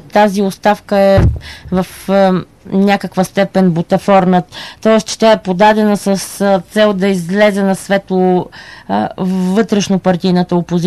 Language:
Bulgarian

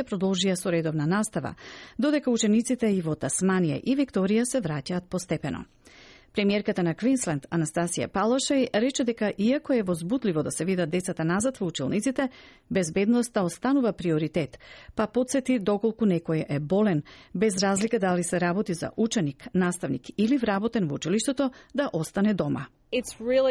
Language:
Macedonian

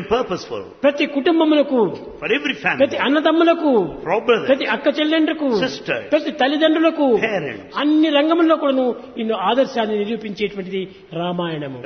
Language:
Telugu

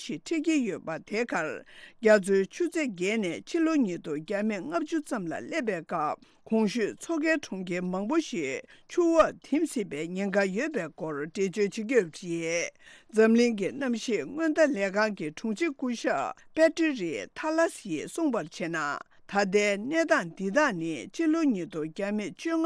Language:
Tibetan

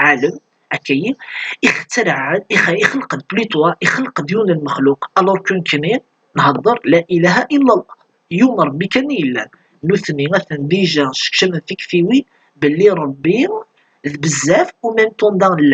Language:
Kabyle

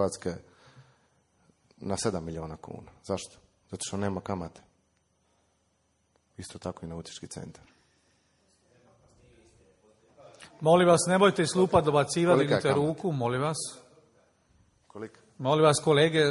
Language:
Croatian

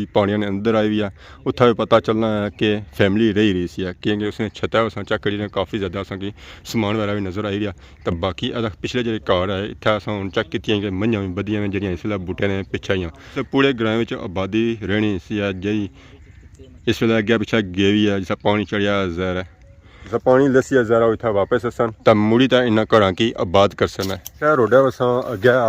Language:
Pahari-Potwari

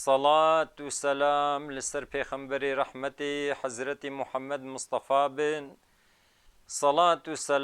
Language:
Kurdish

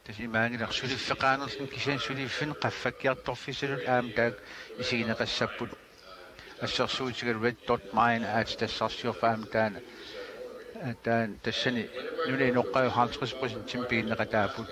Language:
Kalaallisut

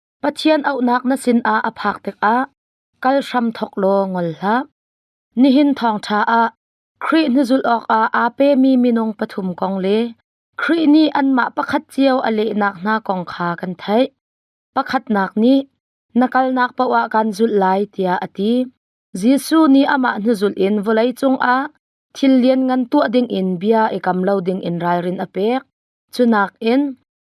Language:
Hakha Chin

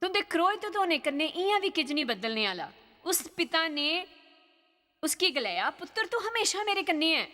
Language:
Dogri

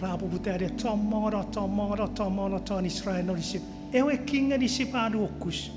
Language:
Chuukese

